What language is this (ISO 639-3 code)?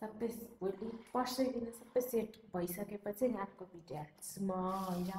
nep